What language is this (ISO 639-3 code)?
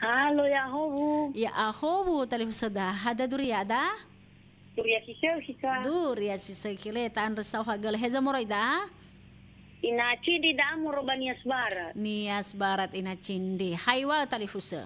nia